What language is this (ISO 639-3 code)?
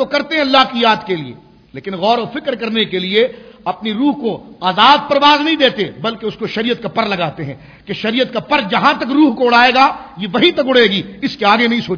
urd